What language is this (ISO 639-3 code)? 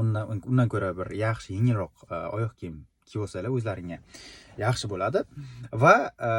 uzb